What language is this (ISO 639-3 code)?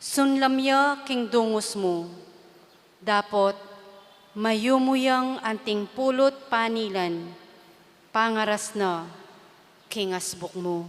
pam